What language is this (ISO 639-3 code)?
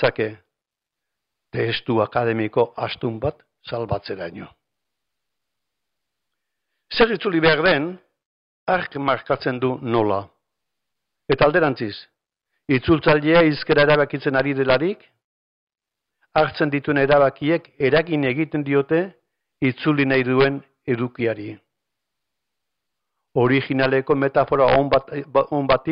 eus